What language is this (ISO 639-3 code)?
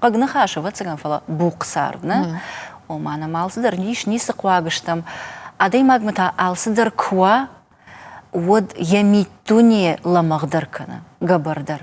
oss